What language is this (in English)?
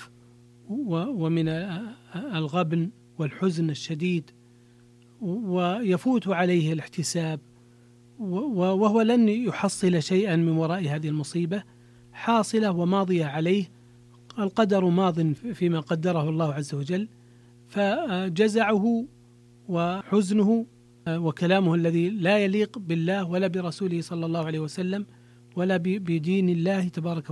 Arabic